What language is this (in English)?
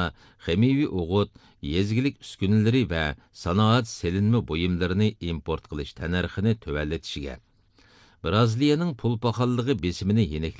Uyghur